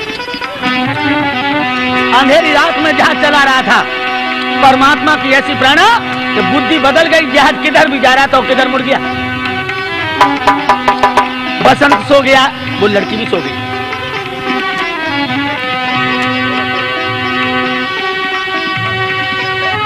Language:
Hindi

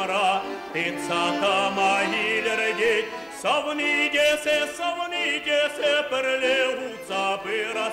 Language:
Chuvash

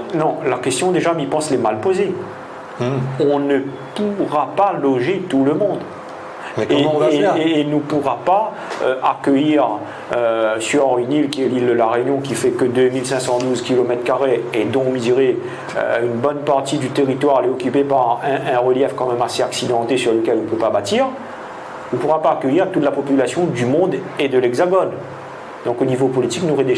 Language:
Réunion Creole French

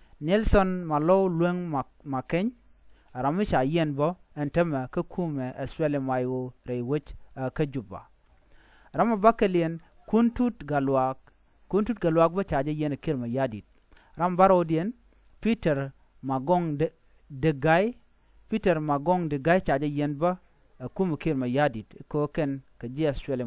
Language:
Nuer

